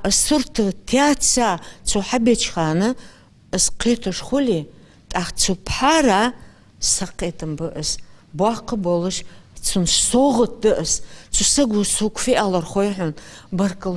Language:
Ingush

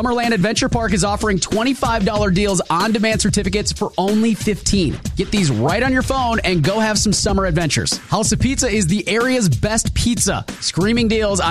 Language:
English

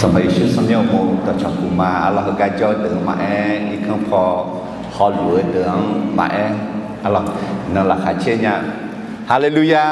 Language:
Akha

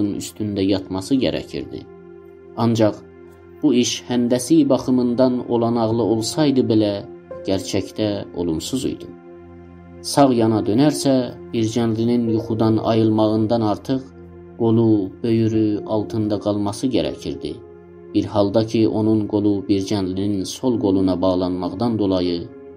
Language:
South Azerbaijani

